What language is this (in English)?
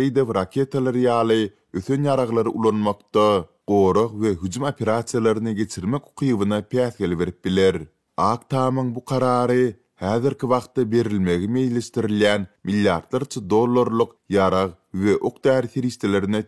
Turkmen